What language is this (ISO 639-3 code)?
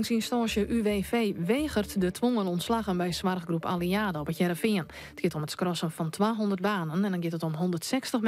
fry